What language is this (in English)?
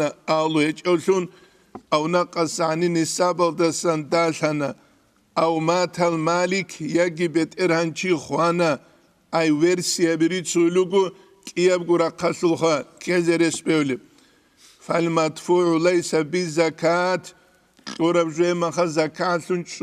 Avaric